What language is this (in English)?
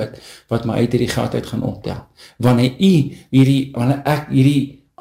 Afrikaans